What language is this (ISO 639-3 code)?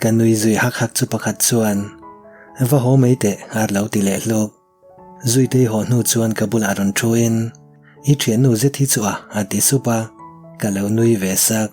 lus